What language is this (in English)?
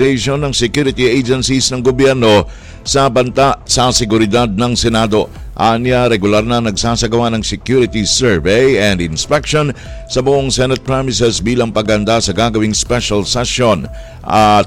Filipino